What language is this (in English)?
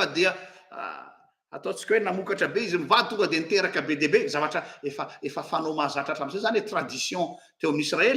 Malagasy